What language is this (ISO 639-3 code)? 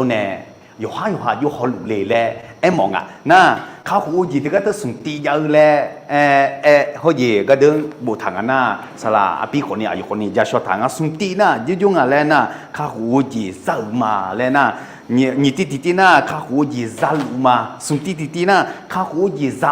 ahk